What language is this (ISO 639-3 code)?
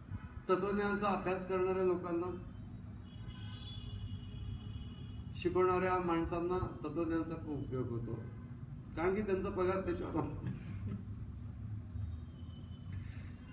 mar